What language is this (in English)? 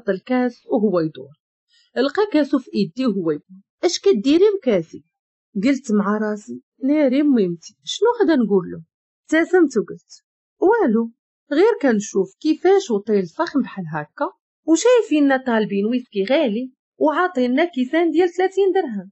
Moroccan Arabic